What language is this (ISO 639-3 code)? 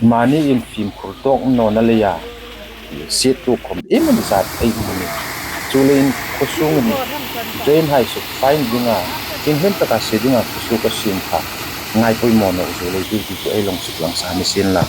hmr